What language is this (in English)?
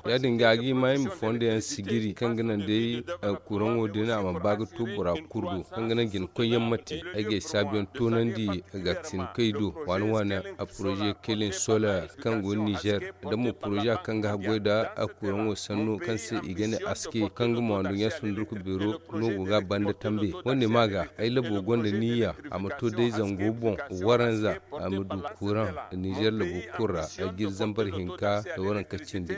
Zarma